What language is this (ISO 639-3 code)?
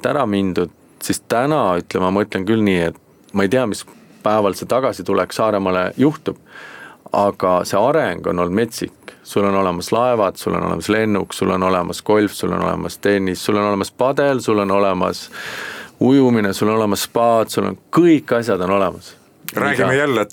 est